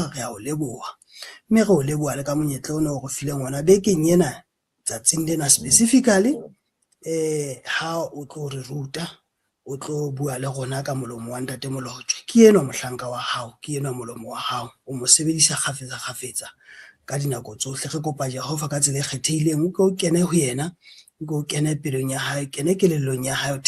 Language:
Southern Sotho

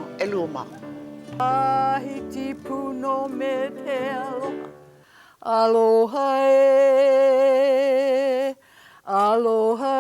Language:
Hawaiian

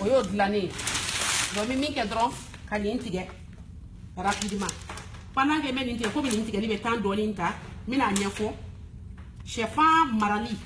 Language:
Bambara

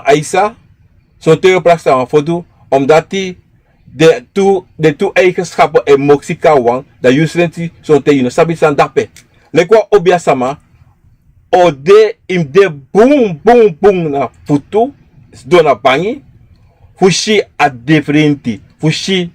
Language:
Sranan Tongo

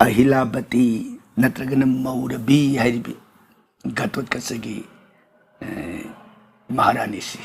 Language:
Manipuri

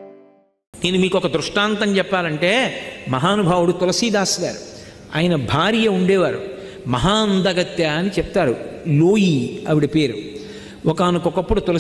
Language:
Telugu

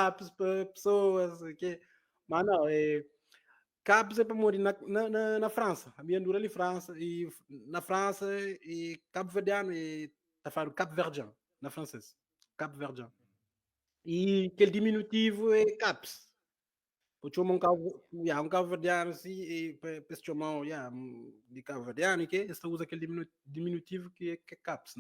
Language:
Kabuverdianu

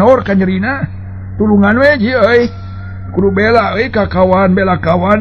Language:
Sundanese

